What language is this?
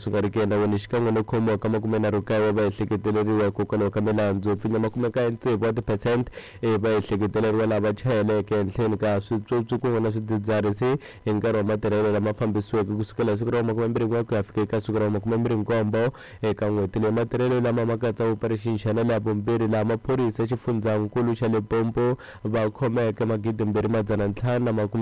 Tsonga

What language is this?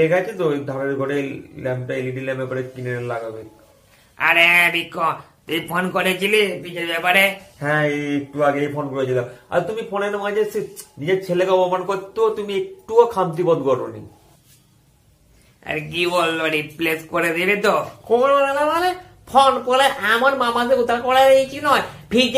Bangla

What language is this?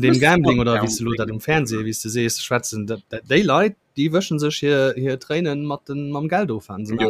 Luxembourgish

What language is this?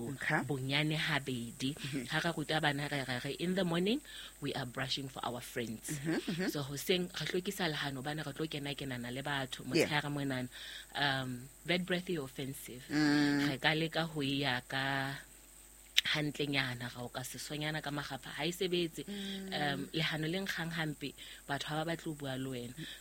Southern Sotho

